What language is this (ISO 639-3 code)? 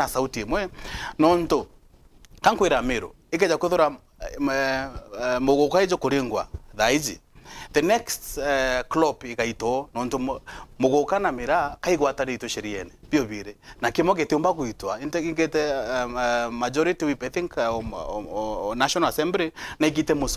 mer